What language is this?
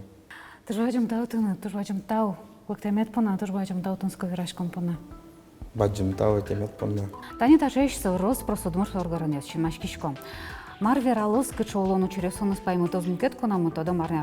Udmurt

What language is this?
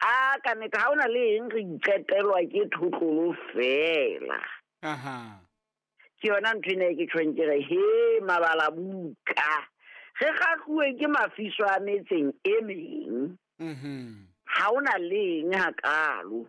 Southern Sotho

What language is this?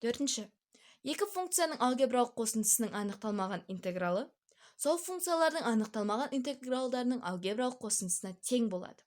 Kazakh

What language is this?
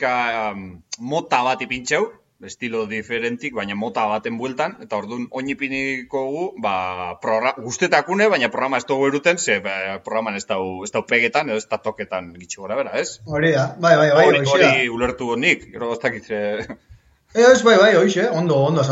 Basque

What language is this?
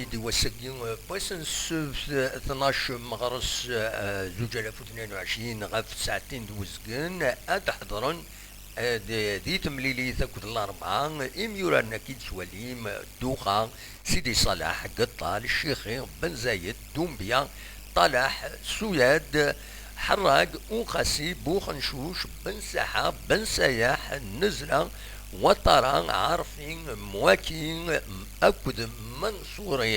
Kabyle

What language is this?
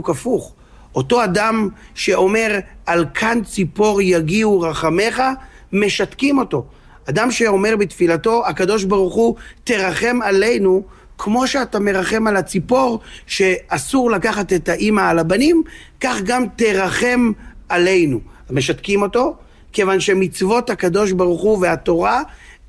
Hebrew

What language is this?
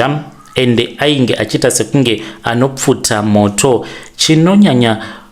Shona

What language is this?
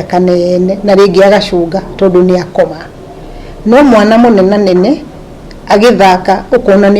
Kikuyu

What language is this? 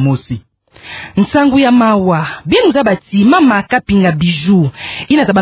Kituba (Democratic Republic of Congo)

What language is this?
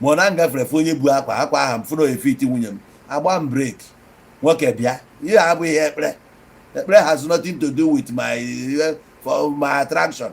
Igbo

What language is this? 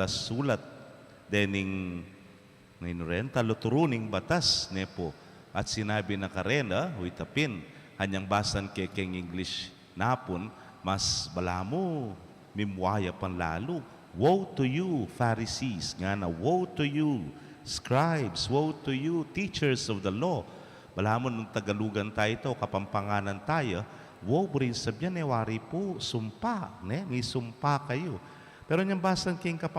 Pampanga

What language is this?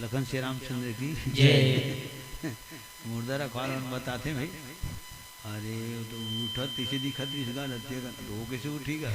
Chhattisgarhi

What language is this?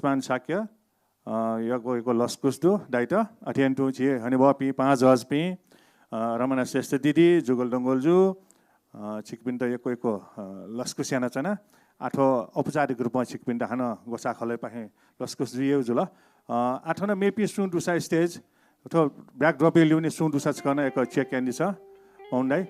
Newari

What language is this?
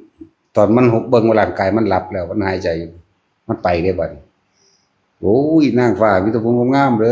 Northeastern Thai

